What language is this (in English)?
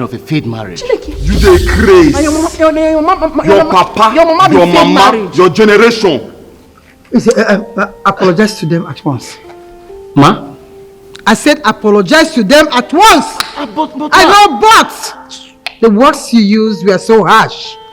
Nigerian Pidgin